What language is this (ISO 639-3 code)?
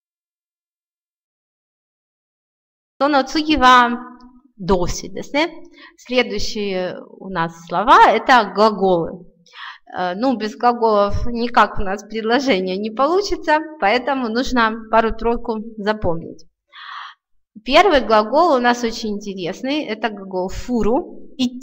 rus